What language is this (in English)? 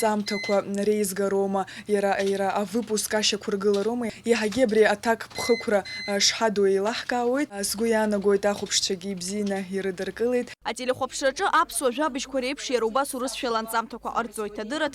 Abkhazian